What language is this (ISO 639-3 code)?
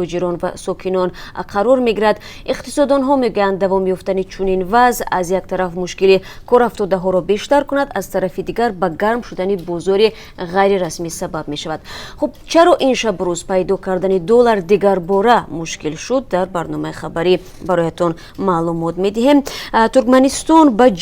tgk